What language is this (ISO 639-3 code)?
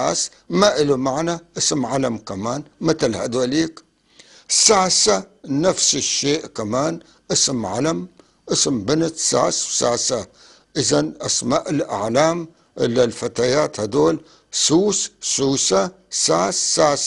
apc